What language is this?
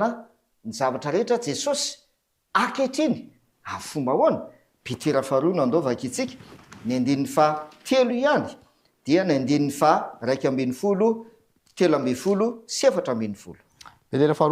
Malagasy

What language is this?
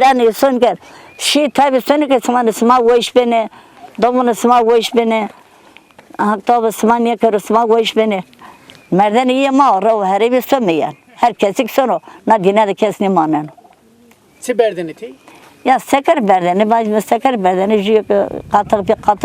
Zaza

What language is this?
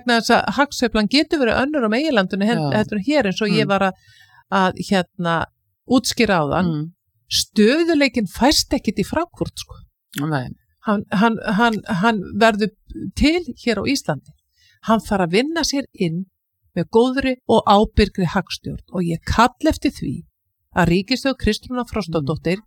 Icelandic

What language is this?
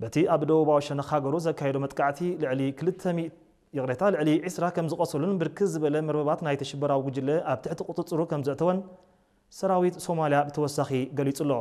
Tigrinya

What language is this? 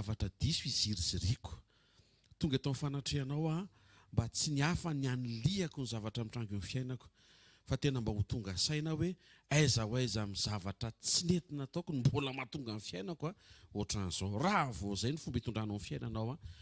Malagasy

